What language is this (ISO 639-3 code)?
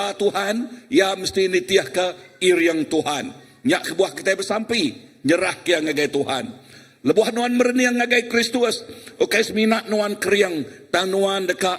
iba